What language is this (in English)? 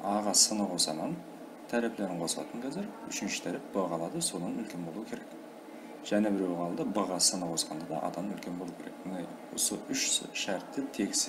Kara-Kalpak